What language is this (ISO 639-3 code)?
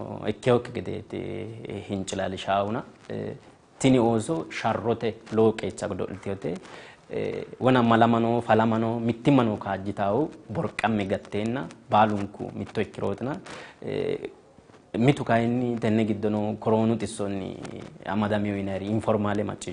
sid